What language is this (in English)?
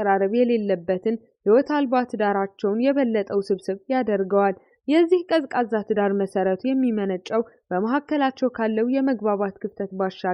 Amharic